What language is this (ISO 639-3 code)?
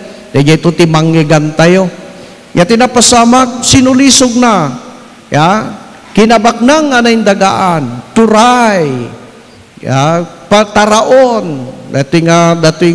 ilo